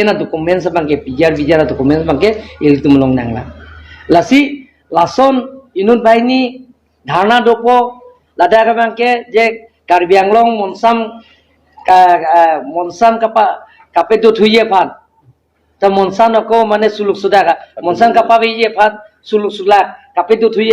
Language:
Karbi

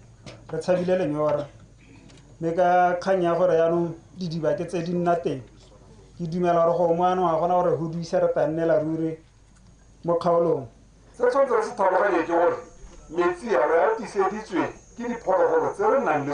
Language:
Tswana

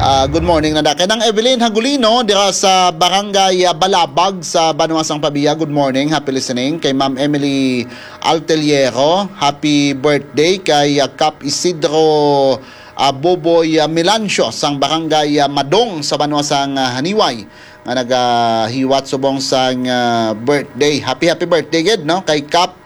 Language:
Hiligaynon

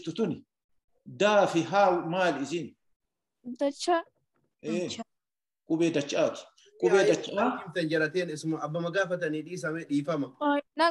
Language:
Oromo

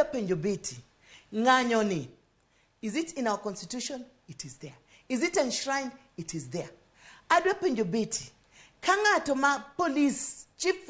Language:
Luo (Kenya and Tanzania)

